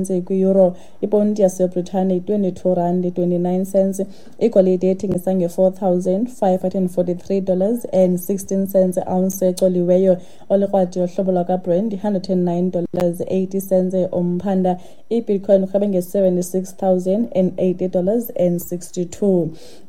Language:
Xhosa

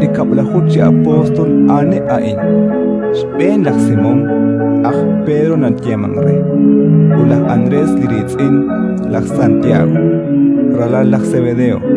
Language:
Kekchí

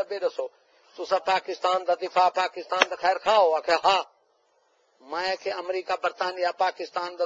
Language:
Saraiki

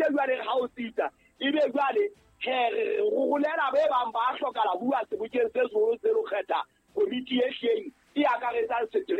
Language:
Southern Sotho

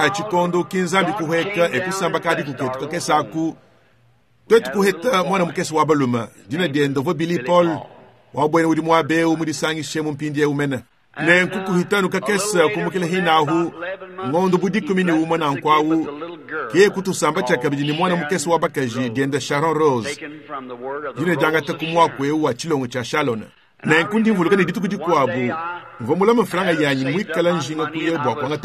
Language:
Luba-Lulua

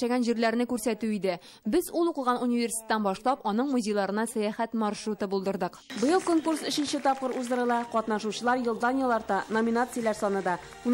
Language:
Tatar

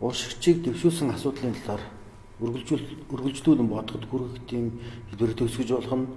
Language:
Mongolian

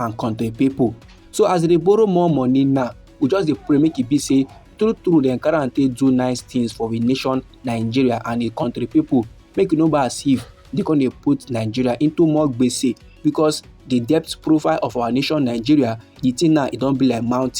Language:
Nigerian Pidgin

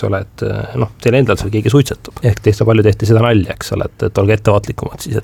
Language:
Estonian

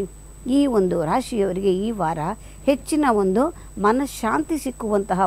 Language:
Kannada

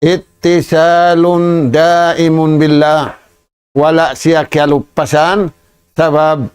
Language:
Tausug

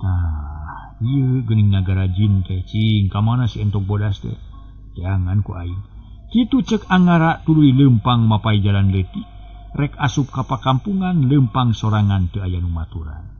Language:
Sundanese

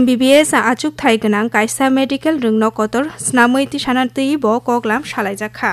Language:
Kok Borok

